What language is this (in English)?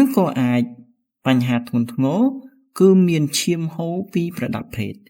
Khmer